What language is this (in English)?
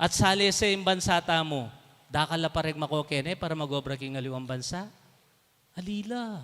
Pampanga